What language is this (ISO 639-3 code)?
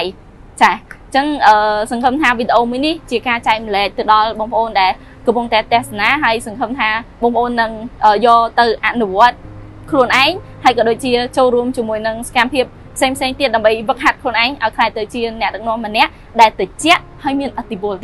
khm